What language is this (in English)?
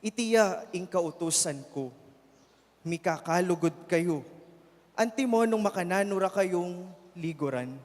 Pampanga